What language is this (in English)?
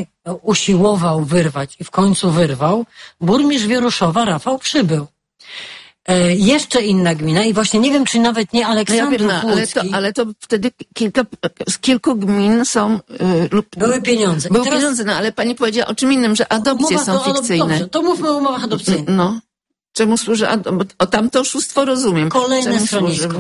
Polish